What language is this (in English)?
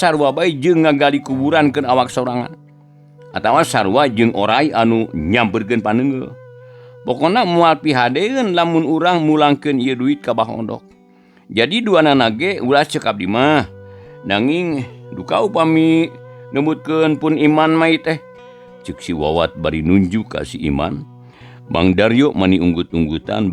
Sundanese